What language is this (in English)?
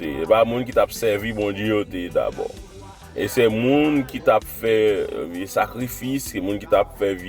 Haitian Creole